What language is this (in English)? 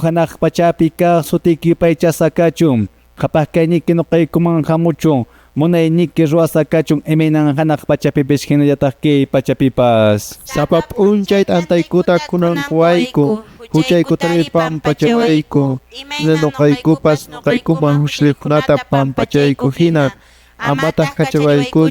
Quechua